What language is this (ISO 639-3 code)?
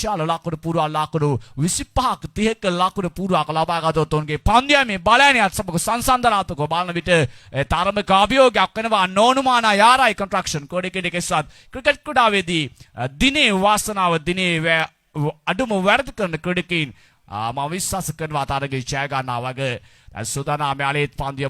sin